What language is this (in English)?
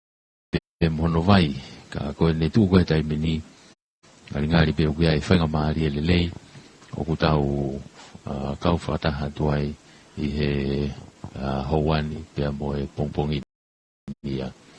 Tongan